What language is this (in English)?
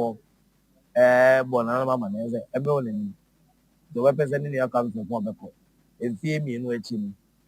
Akan